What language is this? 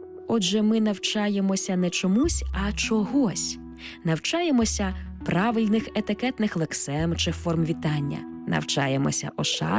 Ukrainian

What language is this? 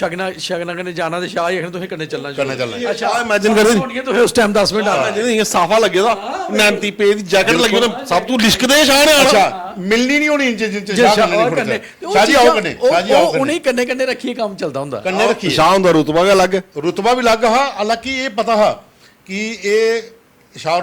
Dogri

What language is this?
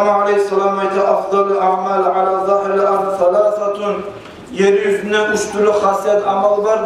Kumyk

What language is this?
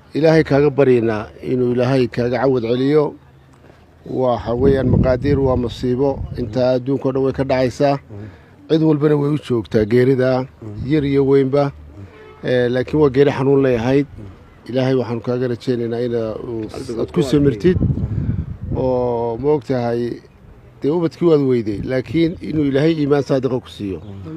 Somali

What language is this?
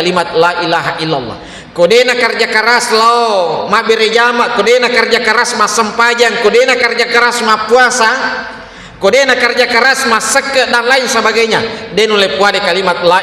Buginese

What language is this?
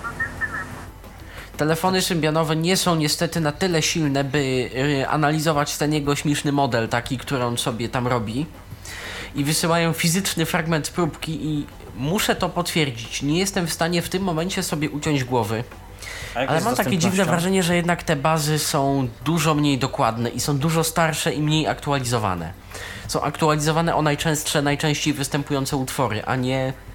Polish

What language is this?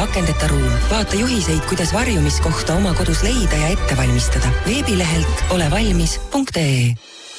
Estonian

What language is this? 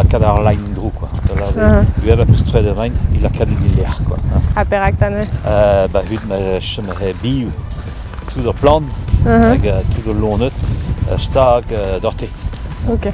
Breton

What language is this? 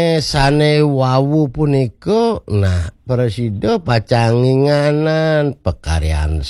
Balinese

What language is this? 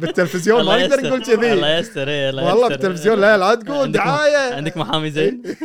Gulf Arabic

